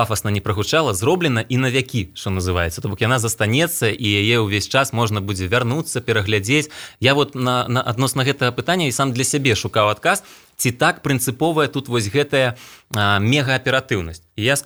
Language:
Belarusian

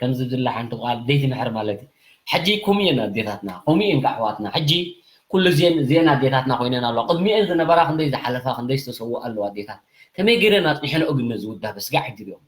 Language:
Tigrinya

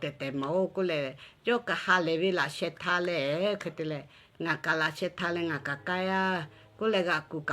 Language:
Lahu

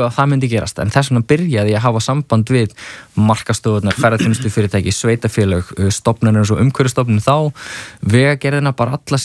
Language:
Icelandic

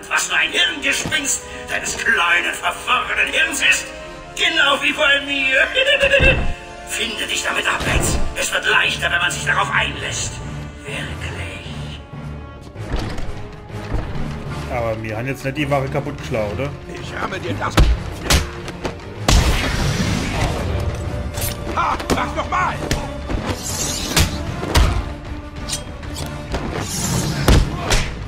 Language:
German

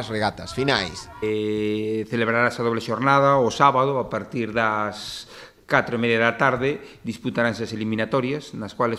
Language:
Galician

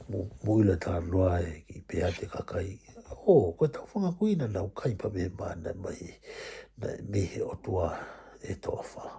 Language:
Tongan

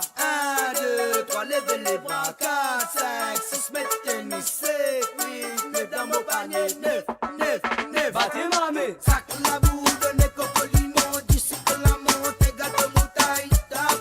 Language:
Morisyen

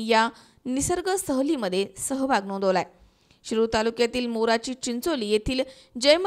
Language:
Marathi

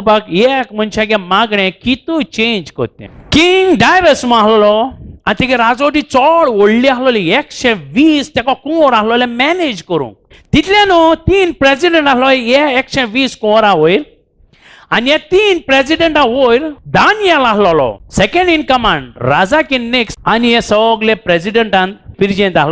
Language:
Konkani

